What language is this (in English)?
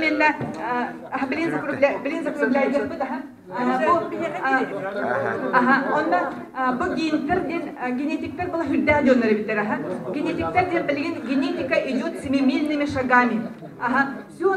Yakut